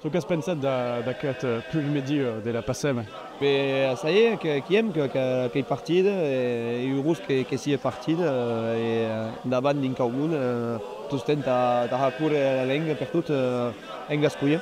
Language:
Occitan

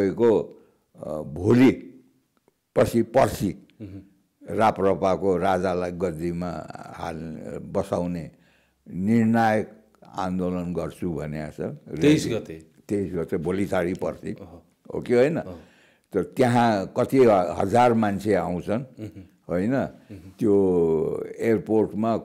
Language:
Nepali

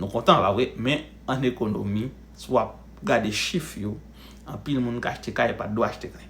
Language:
Haitian Creole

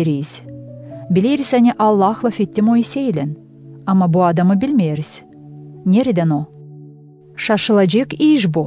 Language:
Gagauz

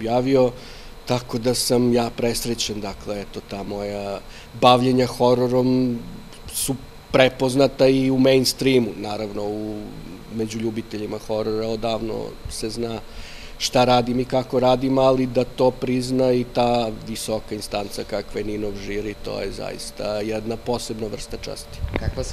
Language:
Serbian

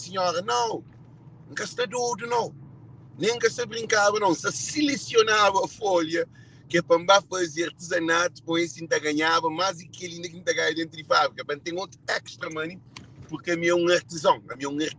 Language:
Kabuverdianu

